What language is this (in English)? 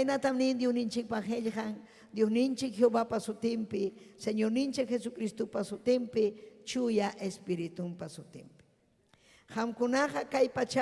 Ayacucho Quechua